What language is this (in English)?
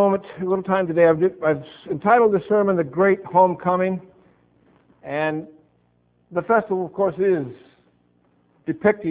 English